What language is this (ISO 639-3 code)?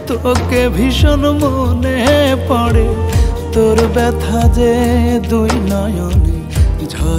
ben